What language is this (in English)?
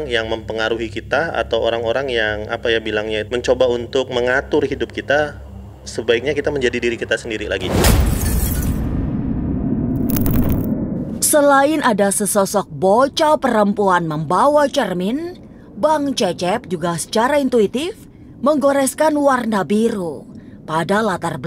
Indonesian